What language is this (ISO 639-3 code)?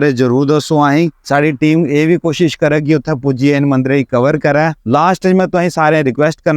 doi